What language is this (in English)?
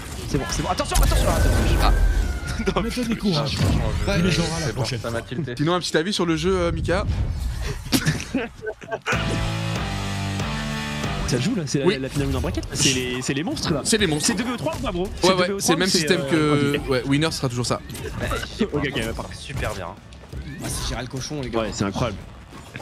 French